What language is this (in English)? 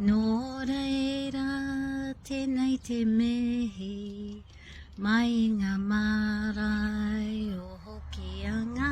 Māori